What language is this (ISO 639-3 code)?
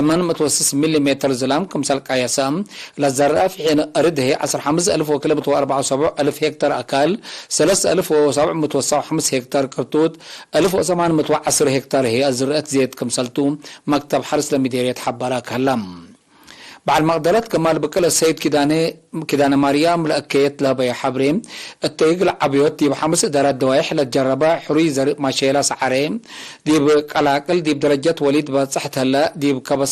tig